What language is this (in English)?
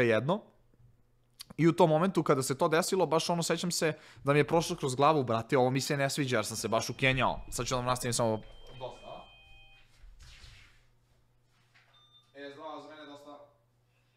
Serbian